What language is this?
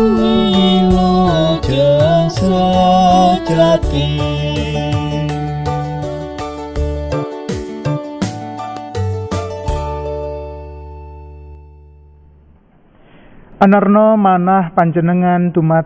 Indonesian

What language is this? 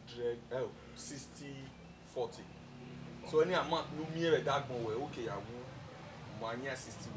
Bini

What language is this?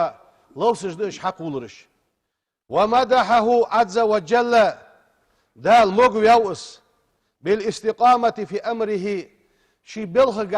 Ingush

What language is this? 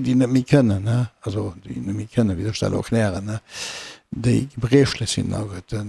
Luxembourgish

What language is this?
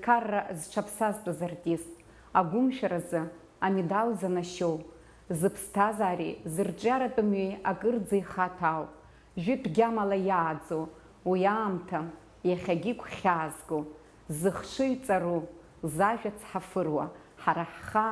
Abkhazian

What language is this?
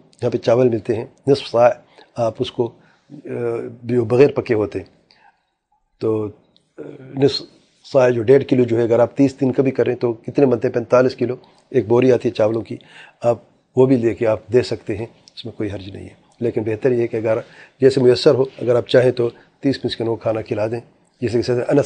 Urdu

